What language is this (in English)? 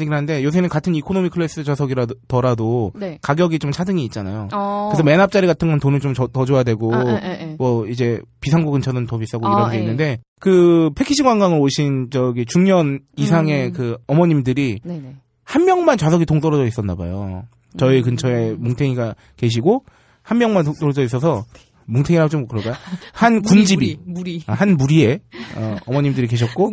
Korean